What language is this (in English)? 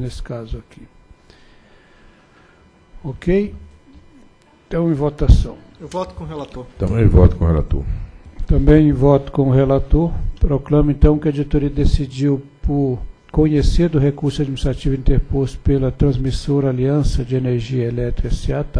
Portuguese